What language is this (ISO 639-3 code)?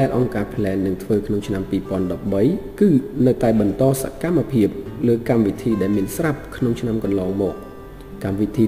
khm